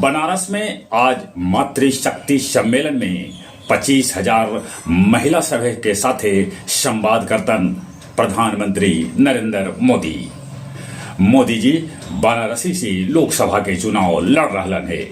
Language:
Magahi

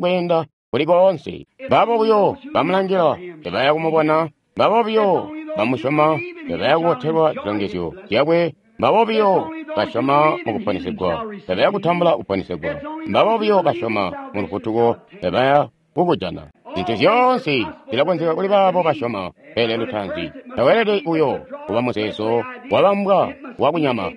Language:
Tonga (Zambia)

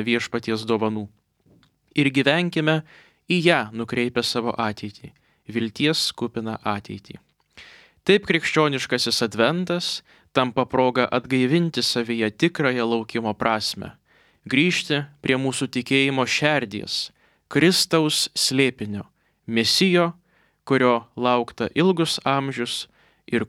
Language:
Lithuanian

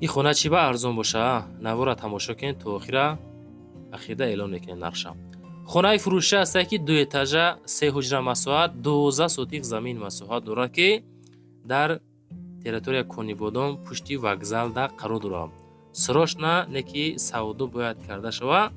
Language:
Tajik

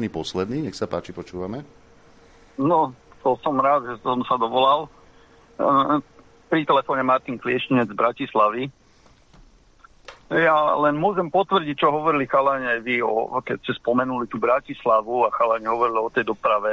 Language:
Slovak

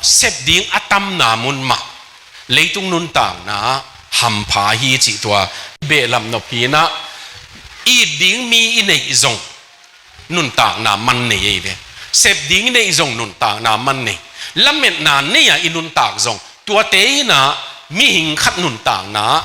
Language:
Tedim Chin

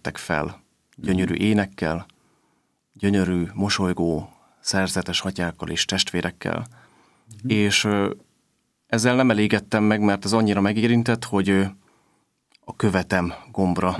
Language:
Hungarian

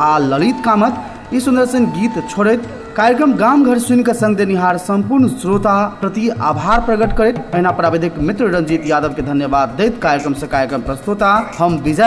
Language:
Maithili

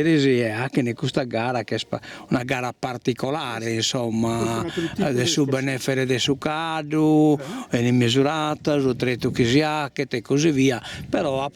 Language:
Sardinian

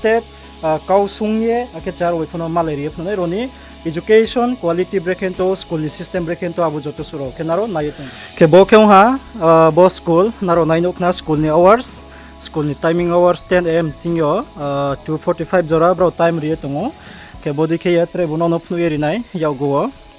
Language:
Riang (India)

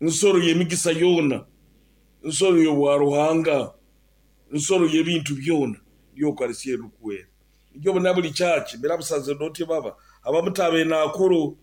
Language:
Nyoro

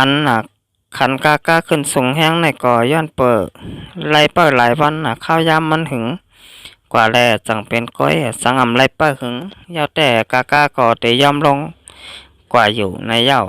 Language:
Shan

